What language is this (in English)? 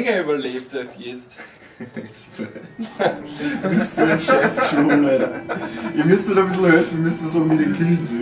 Bavarian